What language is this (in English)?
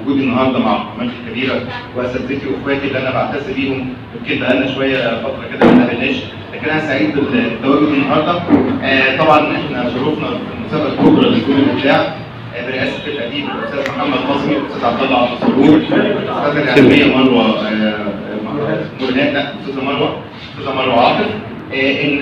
Egyptian Arabic